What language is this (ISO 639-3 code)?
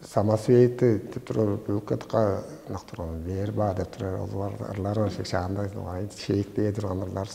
tyv